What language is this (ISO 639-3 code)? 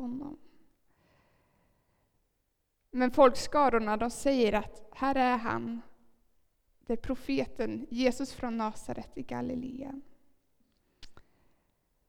swe